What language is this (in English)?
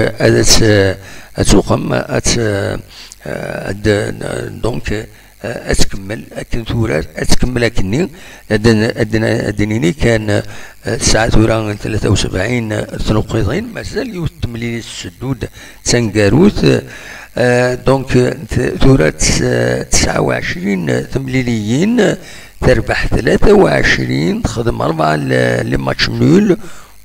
Kabyle